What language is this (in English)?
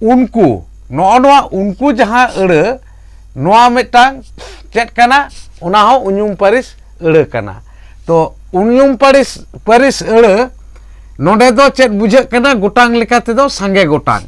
Santali